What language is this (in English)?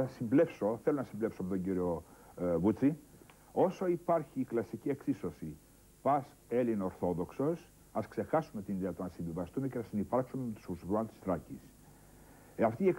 Greek